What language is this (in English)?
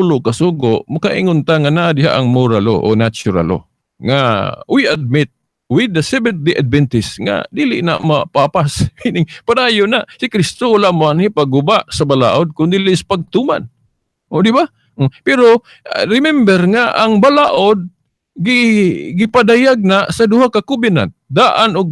Cebuano